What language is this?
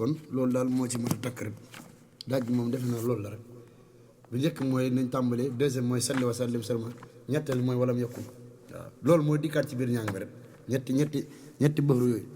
Wolof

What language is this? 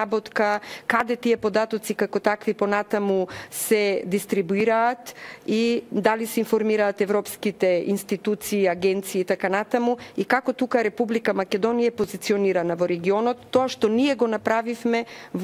Macedonian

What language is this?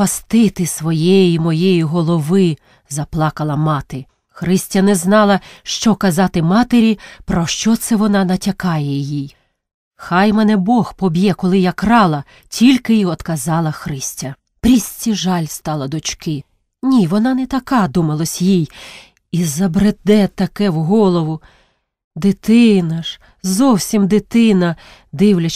Ukrainian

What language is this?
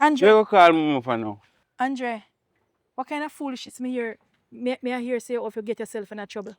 Jamaican Creole English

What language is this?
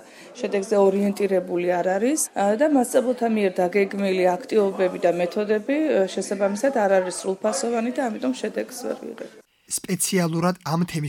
Georgian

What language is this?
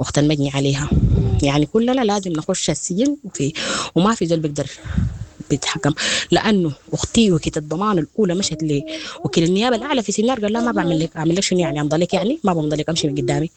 Sudanese Arabic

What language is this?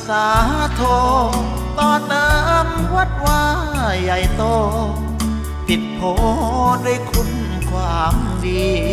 Thai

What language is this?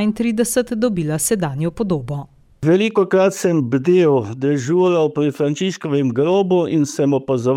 Slovenian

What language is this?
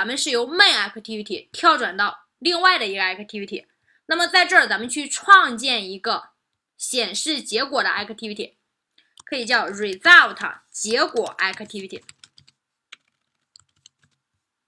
Chinese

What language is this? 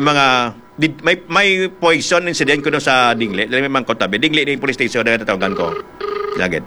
Hiligaynon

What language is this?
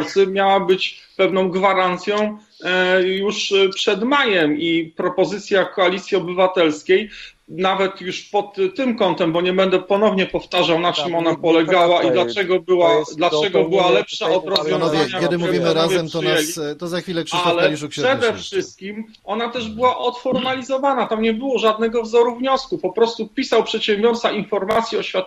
Polish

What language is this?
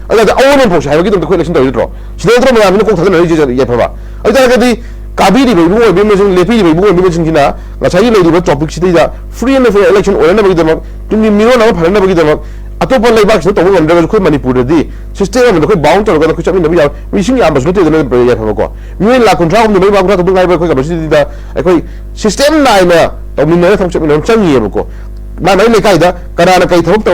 Manipuri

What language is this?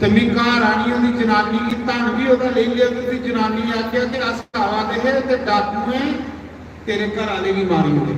Dogri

